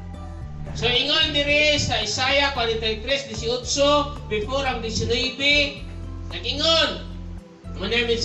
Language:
Cebuano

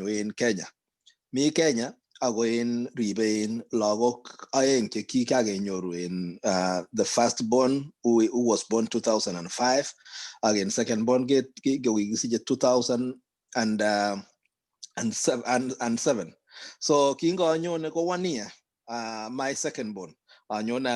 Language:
Kalenjin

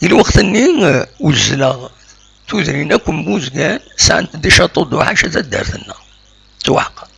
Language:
Kabyle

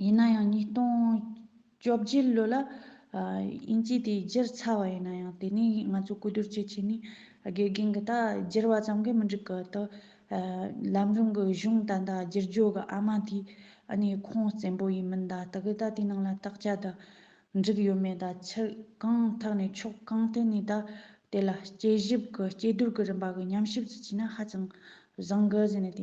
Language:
Tibetan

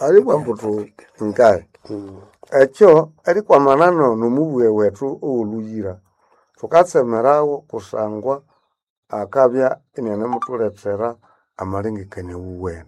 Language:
Nande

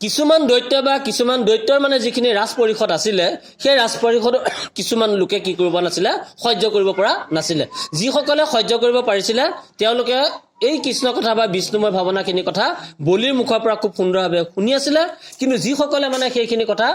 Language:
Assamese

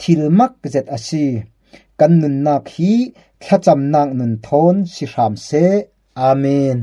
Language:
Falam Chin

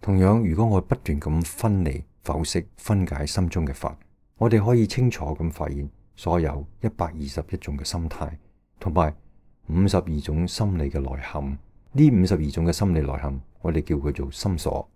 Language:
Cantonese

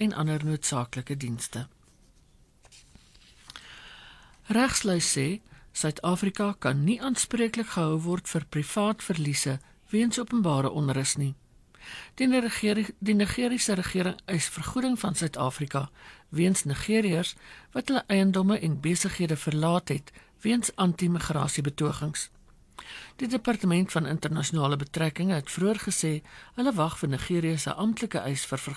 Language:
Afrikaans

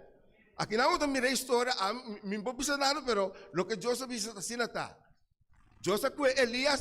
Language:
Papiamento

